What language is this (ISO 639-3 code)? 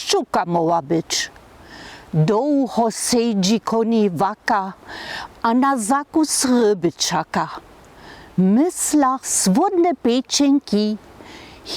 hsb